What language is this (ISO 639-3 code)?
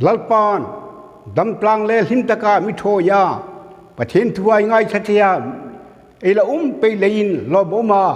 hmr